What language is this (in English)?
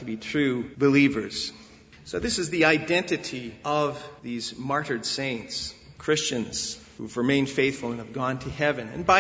English